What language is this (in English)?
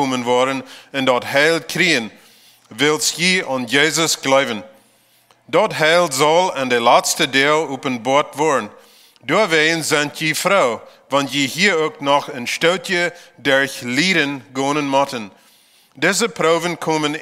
Plautdietsch